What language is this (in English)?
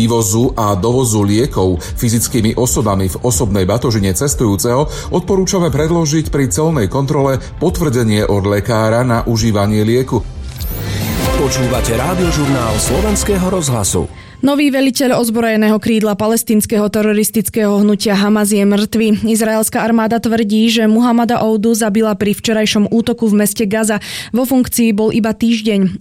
Slovak